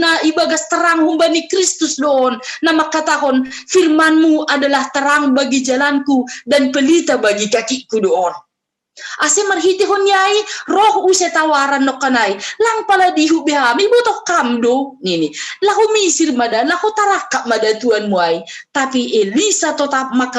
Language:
Batak Simalungun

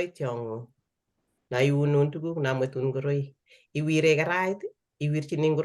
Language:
Kalenjin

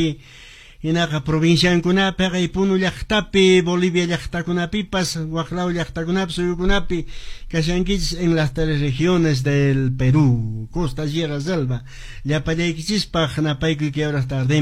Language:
Quechua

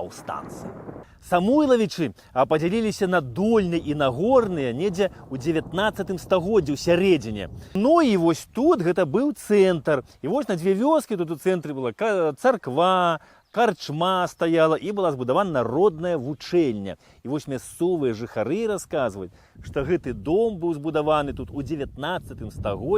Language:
Belarusian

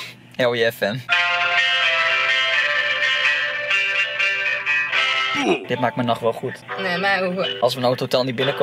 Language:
Dutch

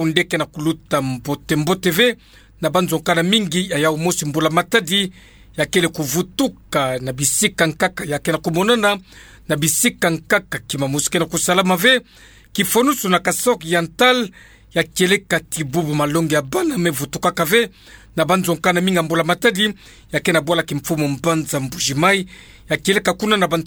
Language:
Kituba (Democratic Republic of Congo)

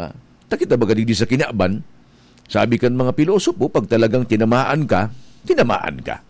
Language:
Bikol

